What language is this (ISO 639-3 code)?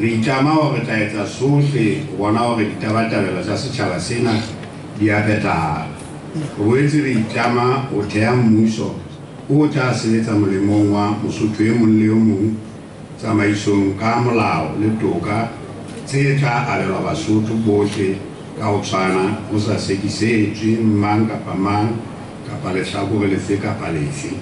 sot